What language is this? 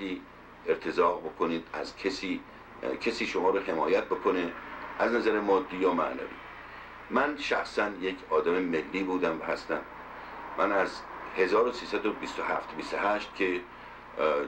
Persian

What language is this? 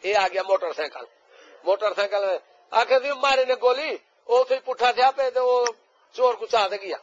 Saraiki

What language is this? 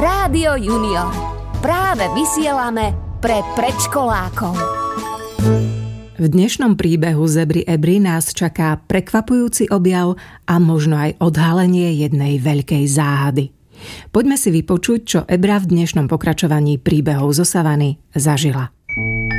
Slovak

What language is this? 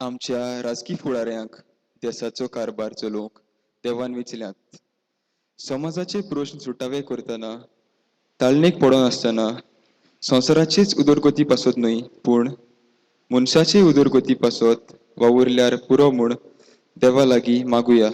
Konkani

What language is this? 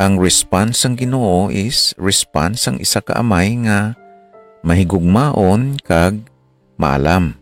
Hiligaynon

